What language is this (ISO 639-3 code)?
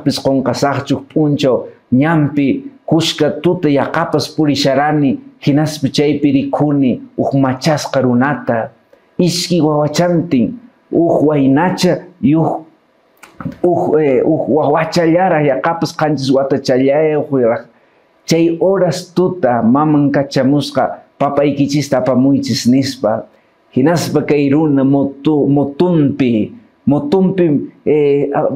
que